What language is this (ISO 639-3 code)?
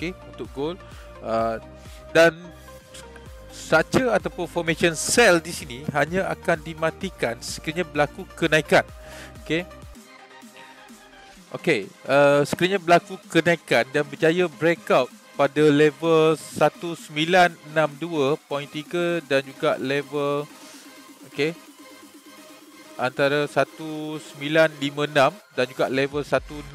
msa